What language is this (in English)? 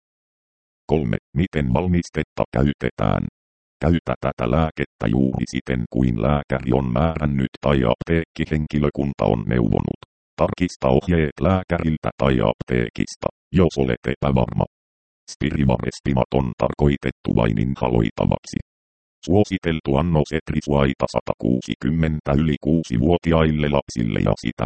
Finnish